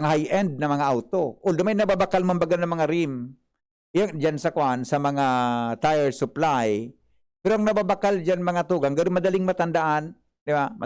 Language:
Bikol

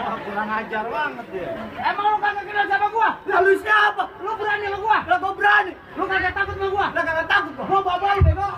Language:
Betawi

